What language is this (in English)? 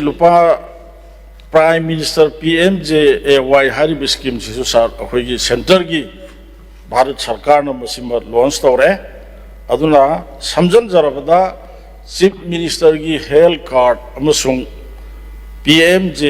Manipuri